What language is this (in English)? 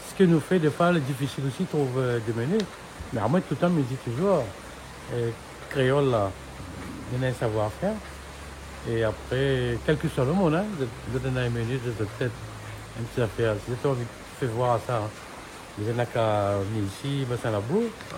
Réunion Creole French